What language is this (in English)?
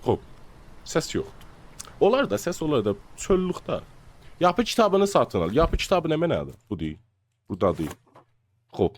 South Azerbaijani